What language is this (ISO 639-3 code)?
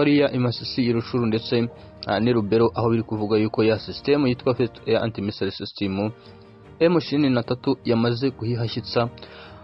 kin